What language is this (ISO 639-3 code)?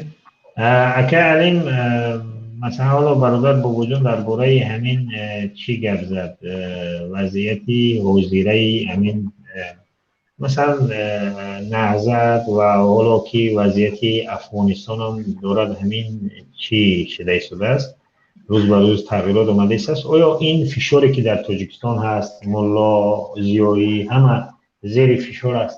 tgk